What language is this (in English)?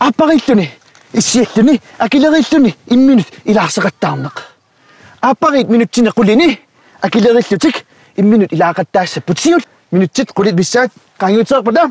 Kalaallisut